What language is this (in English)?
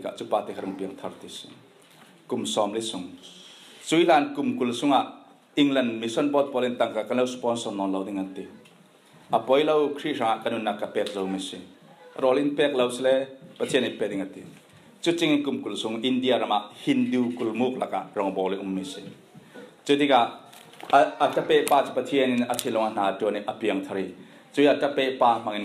Falam Chin